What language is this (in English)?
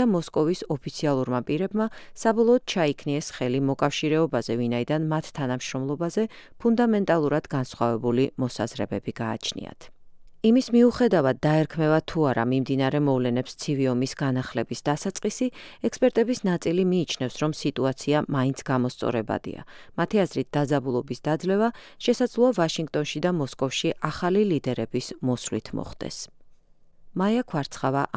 Georgian